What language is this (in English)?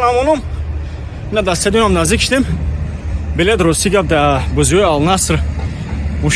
Tajik